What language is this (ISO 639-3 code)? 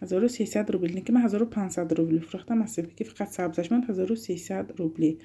tgk